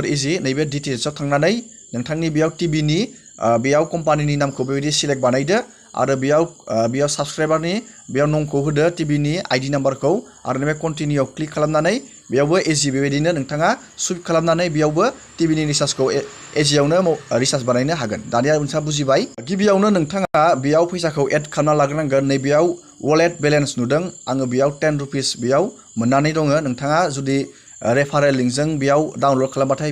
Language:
Bodo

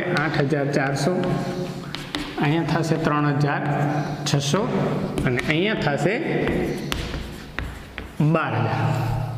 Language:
Gujarati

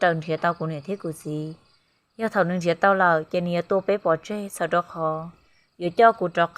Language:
Hmong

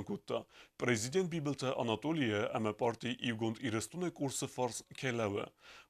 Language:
Ossetic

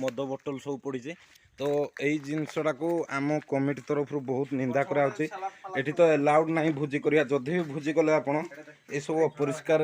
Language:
Odia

